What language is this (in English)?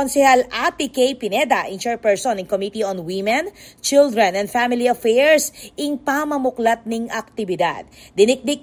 Pampanga